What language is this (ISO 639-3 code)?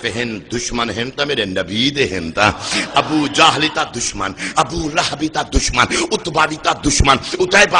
skr